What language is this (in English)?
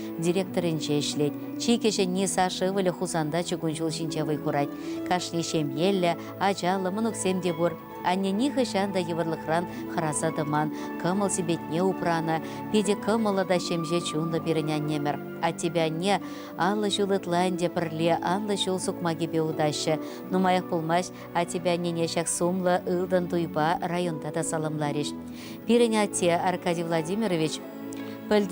Chuvash